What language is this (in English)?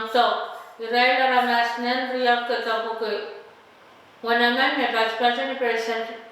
Pohnpeian